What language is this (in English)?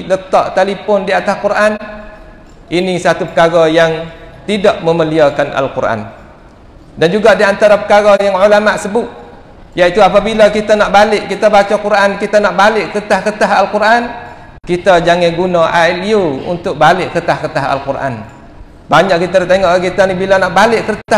Malay